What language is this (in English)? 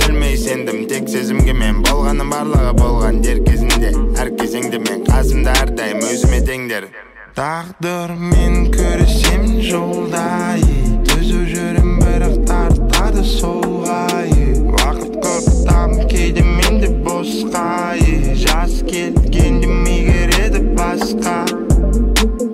Kazakh